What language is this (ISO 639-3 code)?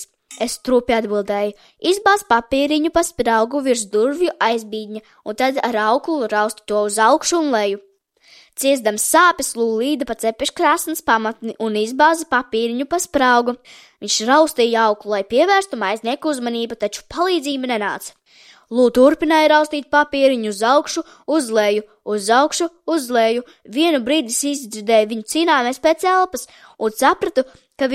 lav